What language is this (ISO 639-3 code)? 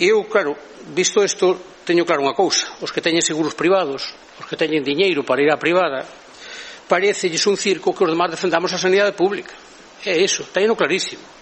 glg